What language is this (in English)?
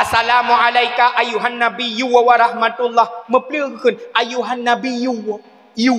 Achinese